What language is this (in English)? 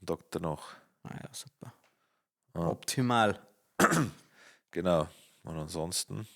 Bavarian